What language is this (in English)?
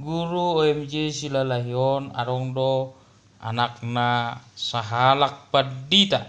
Batak Toba